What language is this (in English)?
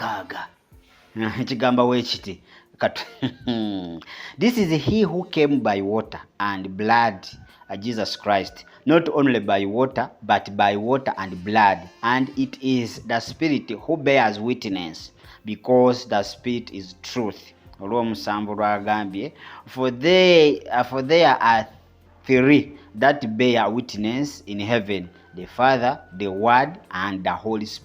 Ganda